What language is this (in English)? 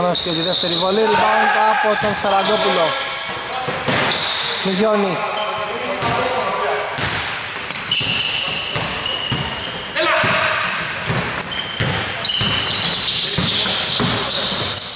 Greek